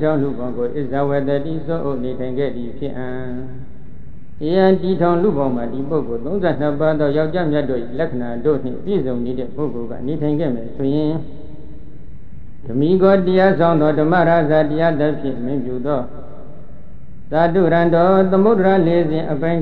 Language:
Burmese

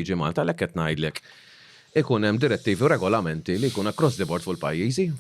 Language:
Maltese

